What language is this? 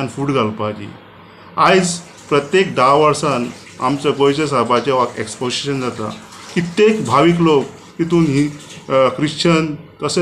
Konkani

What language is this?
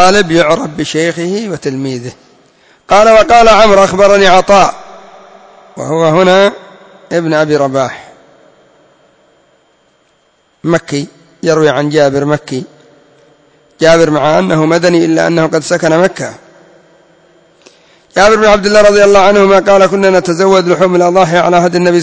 Arabic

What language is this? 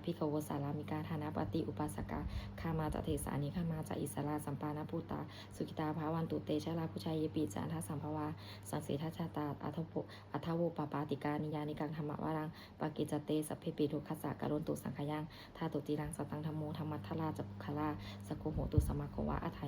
Pali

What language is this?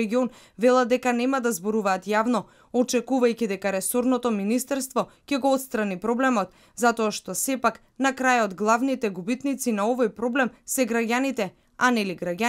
Macedonian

